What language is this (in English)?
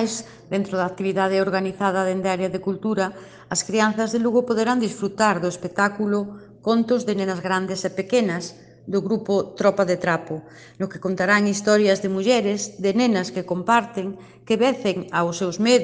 Galician